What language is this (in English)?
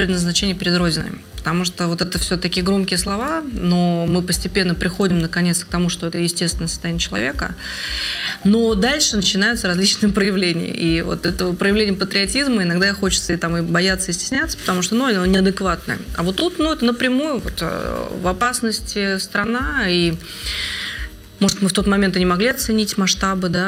Russian